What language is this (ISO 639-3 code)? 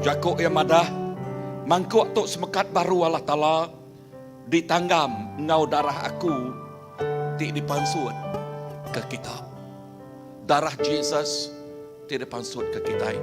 iba